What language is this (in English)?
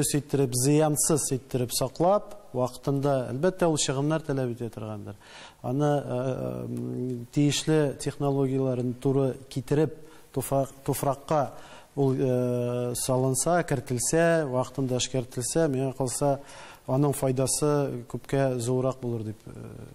Tatar